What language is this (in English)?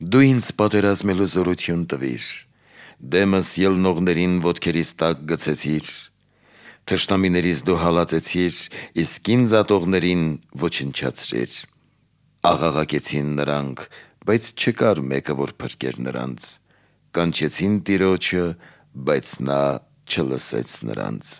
Armenian